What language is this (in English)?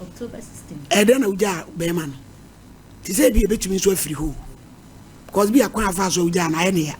Akan